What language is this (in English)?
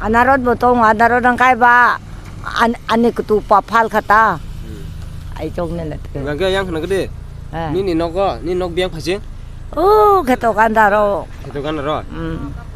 Kok Borok